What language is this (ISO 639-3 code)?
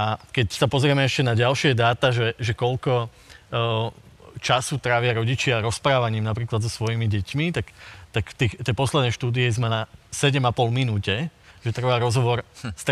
slk